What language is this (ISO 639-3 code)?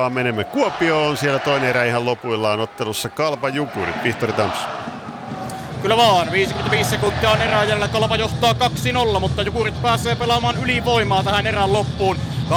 fin